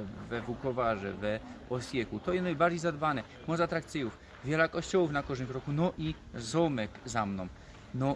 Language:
Silesian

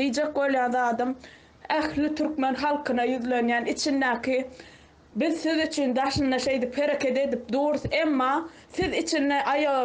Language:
Turkmen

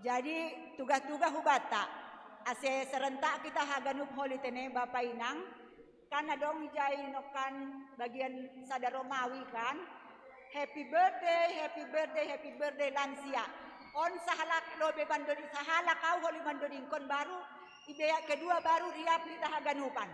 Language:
Batak Simalungun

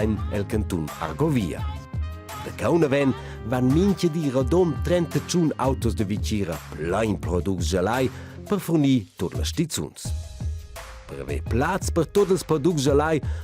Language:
Romansh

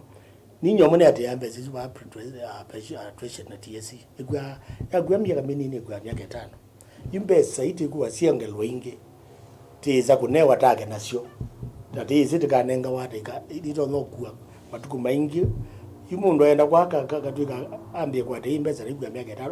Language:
Kamba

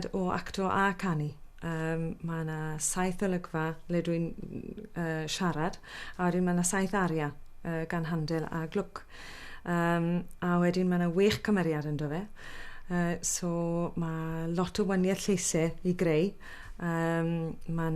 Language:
Welsh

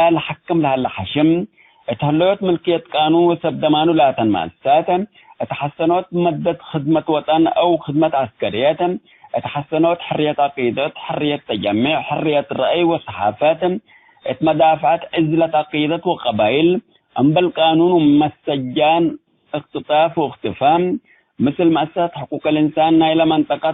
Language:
Tigre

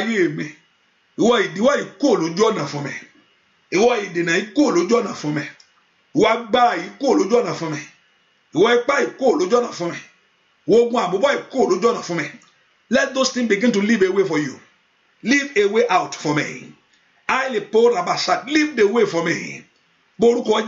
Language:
Yoruba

